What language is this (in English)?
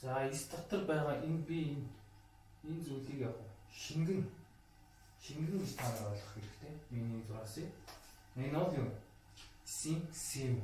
Mongolian